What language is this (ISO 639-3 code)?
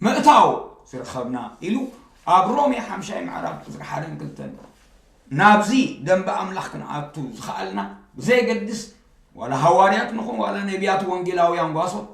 tir